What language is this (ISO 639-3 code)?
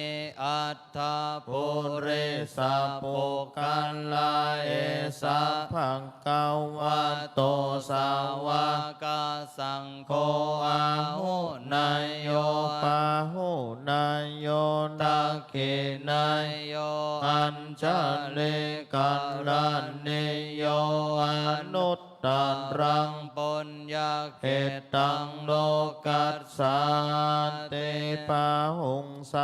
pli